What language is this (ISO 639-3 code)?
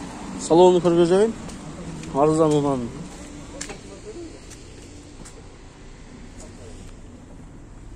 kir